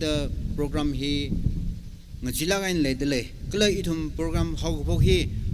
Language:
Tangkhul Naga (India)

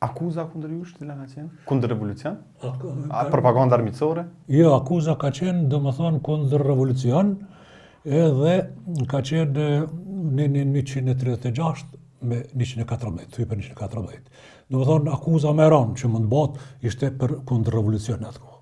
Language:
Albanian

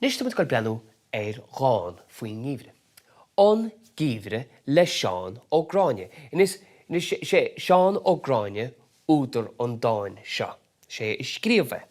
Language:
Irish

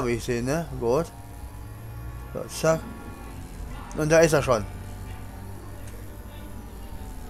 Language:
German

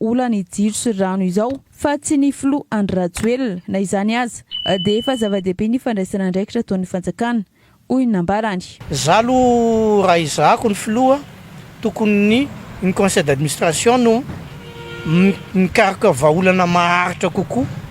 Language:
Malagasy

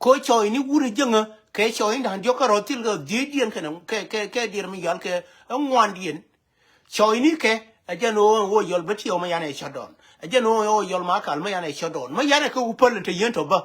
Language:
Nuer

